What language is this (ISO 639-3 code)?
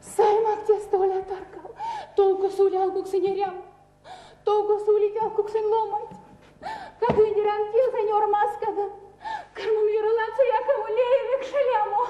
myv